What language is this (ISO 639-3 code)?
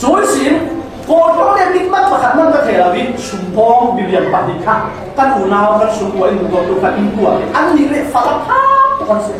cfm